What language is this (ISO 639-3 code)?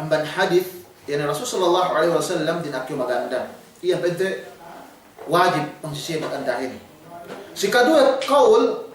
yka